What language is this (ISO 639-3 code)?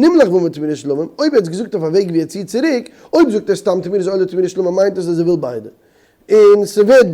yid